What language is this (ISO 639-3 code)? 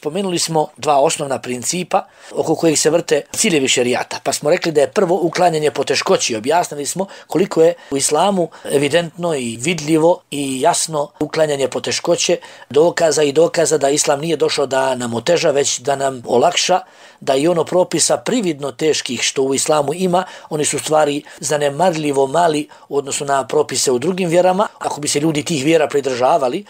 bos